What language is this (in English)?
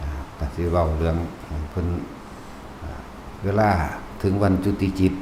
Northeastern Thai